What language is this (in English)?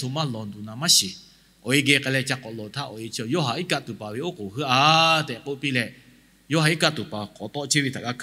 Lahu